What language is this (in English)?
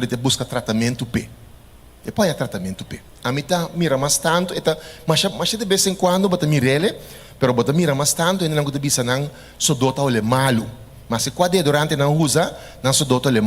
Papiamento